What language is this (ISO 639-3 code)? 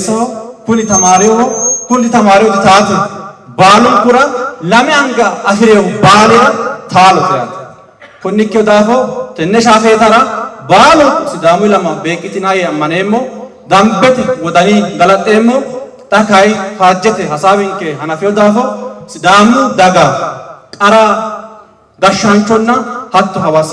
sid